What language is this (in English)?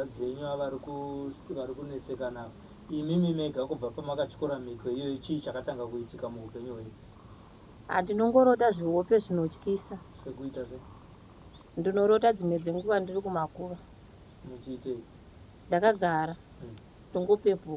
Shona